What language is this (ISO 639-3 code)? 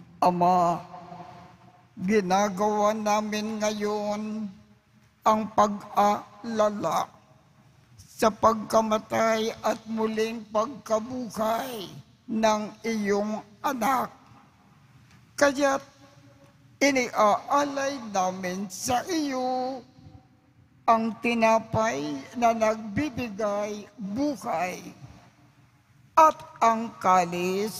fil